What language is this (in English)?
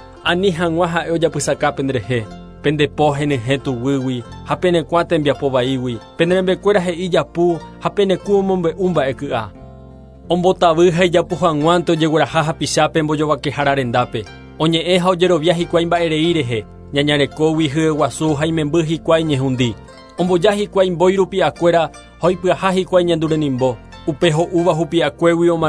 Guarani